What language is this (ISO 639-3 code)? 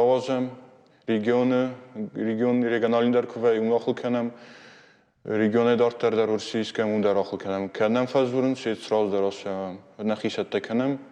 oss